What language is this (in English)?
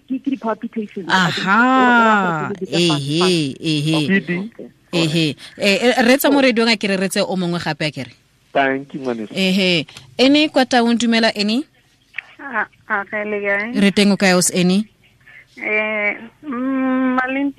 Tswana